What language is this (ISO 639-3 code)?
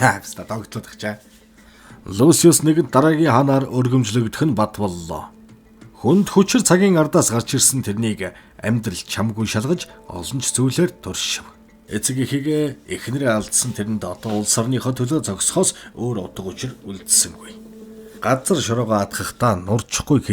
mon